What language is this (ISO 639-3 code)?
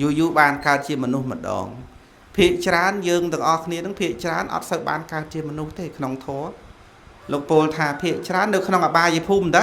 khm